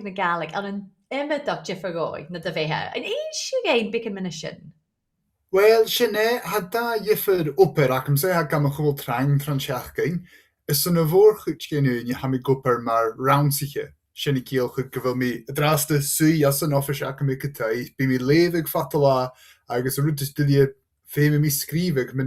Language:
Scottish Gaelic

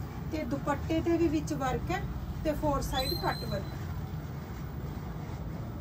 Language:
Punjabi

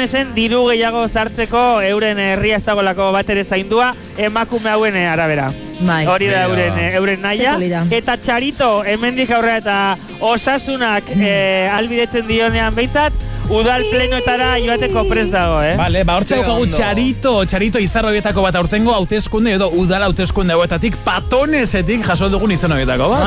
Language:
Basque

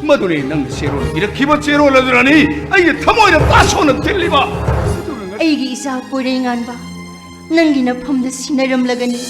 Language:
Manipuri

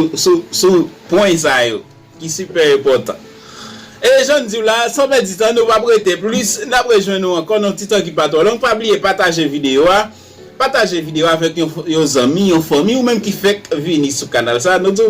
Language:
Haitian Creole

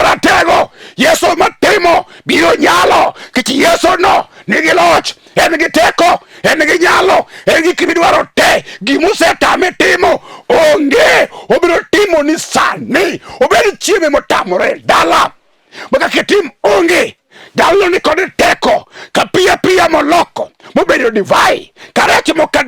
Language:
Luo (Kenya and Tanzania)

